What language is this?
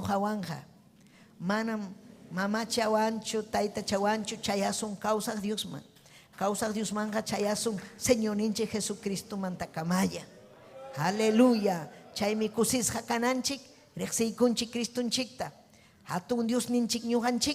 Ayacucho Quechua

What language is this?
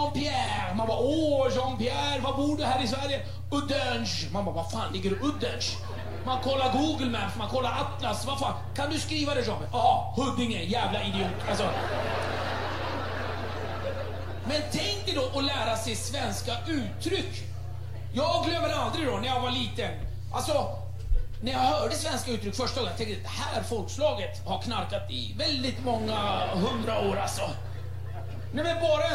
Swedish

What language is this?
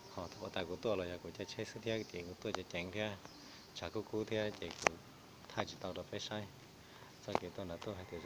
Hmong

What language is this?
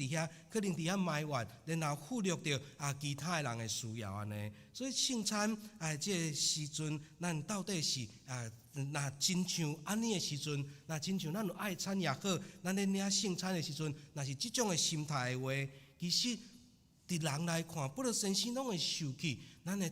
Min Nan Chinese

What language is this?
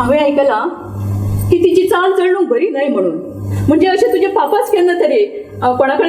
Konkani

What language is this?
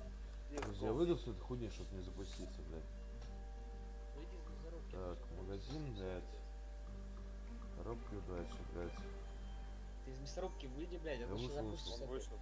Russian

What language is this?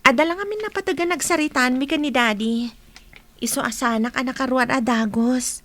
Iloko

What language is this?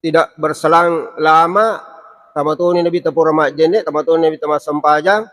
Buginese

